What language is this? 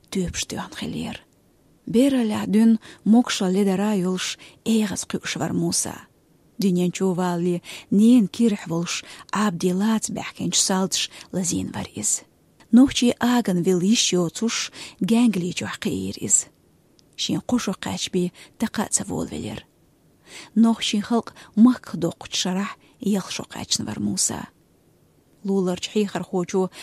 Chechen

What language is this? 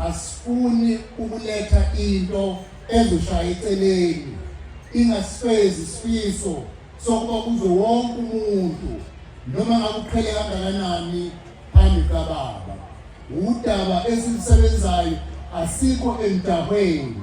Zulu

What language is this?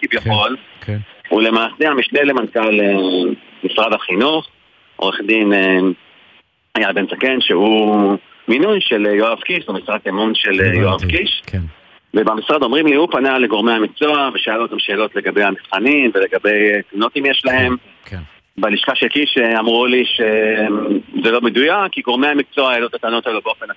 Hebrew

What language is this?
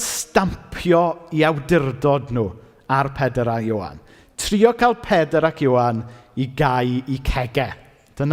Welsh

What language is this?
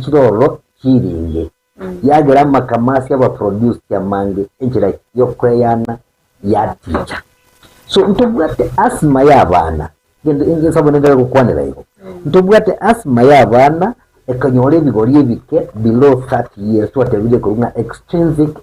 Gusii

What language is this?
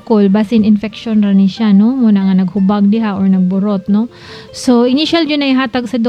Cebuano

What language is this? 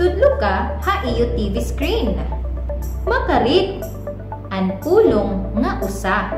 Waray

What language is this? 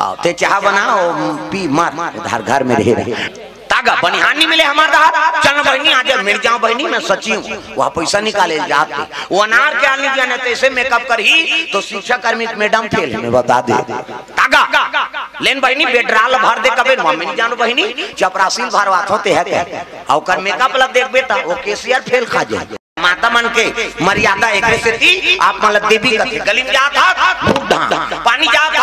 Chhattisgarhi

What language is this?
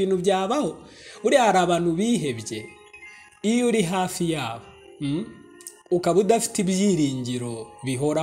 Kinyarwanda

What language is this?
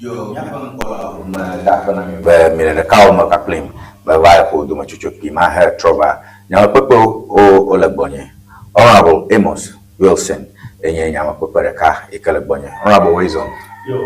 Ewe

